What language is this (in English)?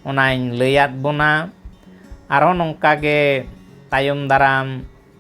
Santali